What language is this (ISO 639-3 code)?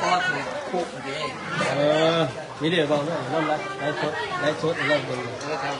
lao